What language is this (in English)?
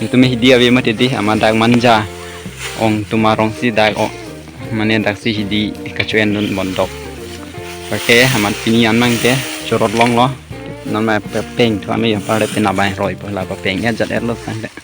Karbi